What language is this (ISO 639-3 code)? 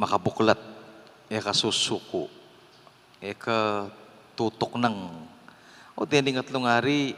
pam